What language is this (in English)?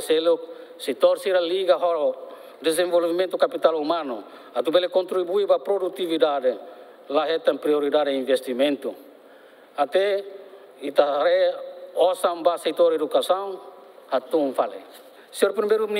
Tetum